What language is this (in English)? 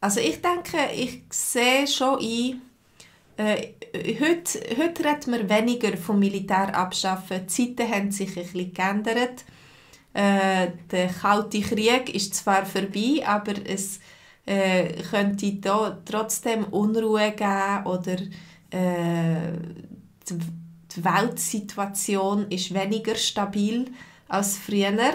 Swiss German